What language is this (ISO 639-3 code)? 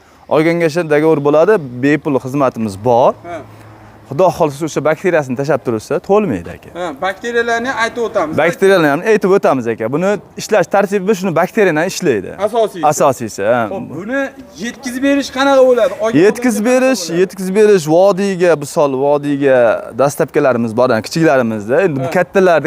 uzb